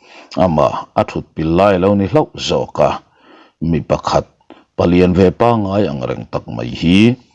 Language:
Mizo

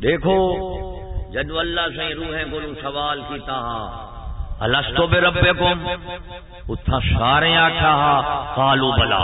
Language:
Saraiki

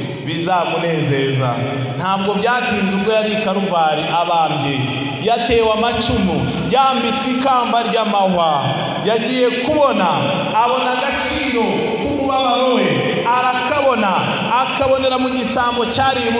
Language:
Kinyarwanda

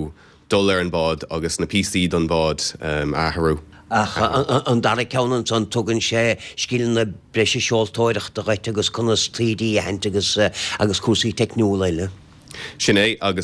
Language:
Irish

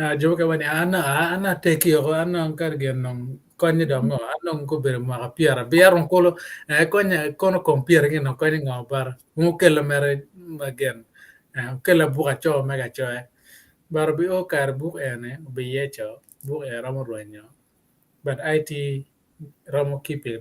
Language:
Acoli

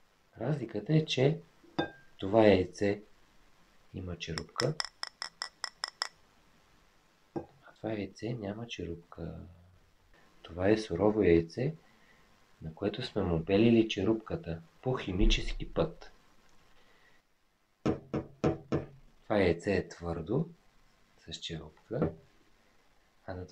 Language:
Bulgarian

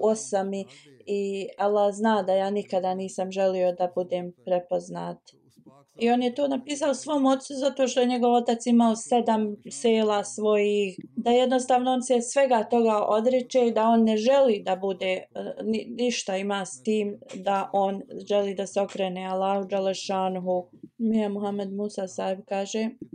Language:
Bosnian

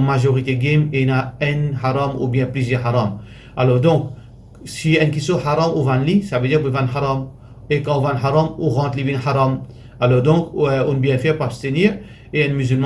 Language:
Morisyen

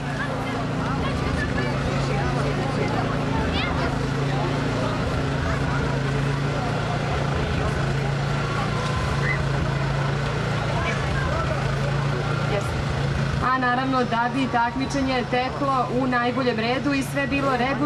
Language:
Serbian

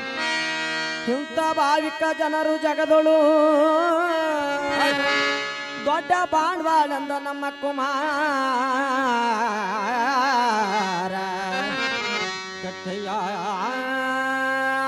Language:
Kannada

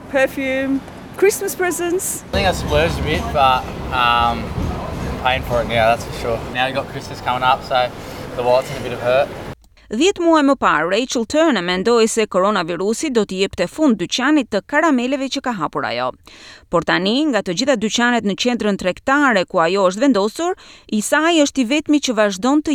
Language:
Albanian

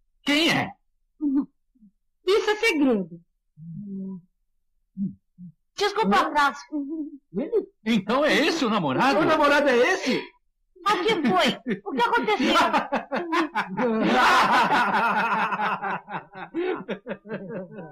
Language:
Portuguese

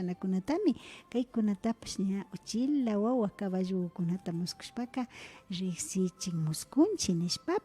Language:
Imbabura Highland Quichua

